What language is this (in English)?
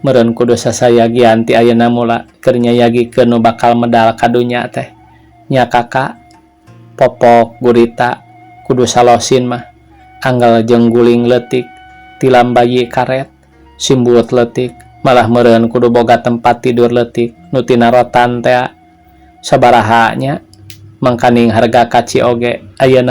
Sundanese